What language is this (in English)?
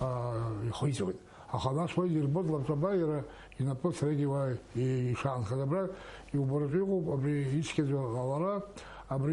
Abkhazian